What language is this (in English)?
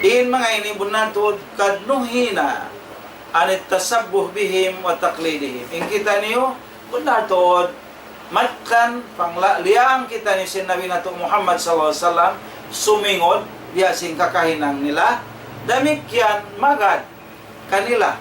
Tausug